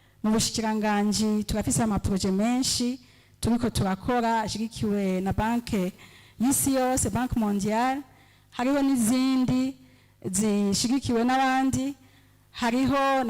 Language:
Rundi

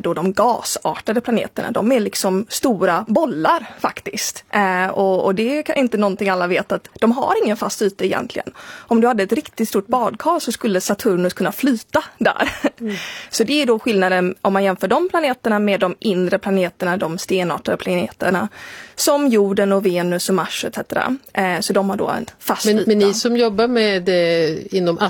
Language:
Swedish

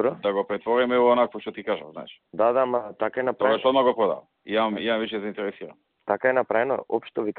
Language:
Serbian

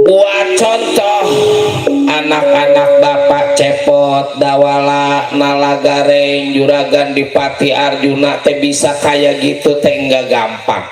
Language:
Betawi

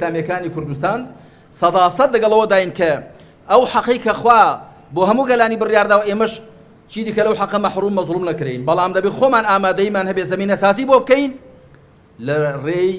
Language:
Central Kurdish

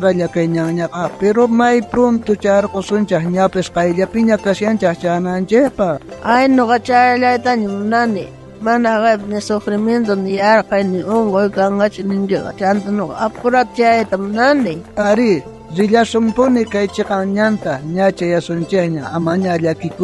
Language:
South Bolivian Quechua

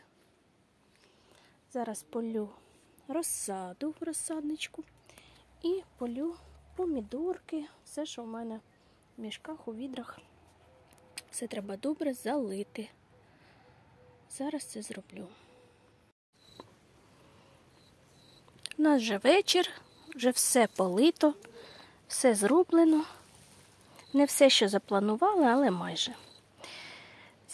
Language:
Ukrainian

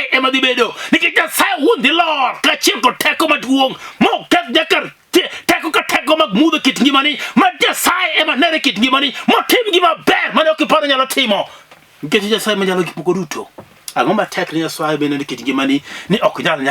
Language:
Luo (Kenya and Tanzania)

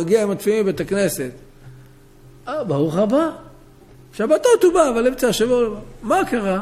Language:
Hebrew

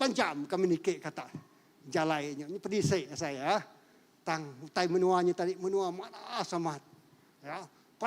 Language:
Iban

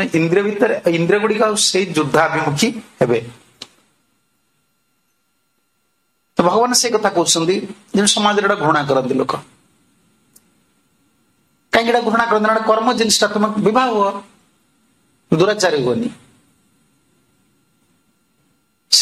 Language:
Odia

